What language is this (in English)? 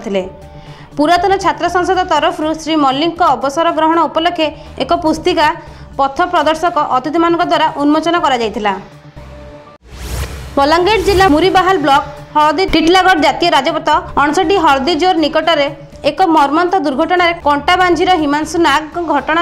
Odia